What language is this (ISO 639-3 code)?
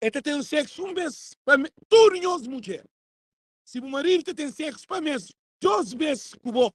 kea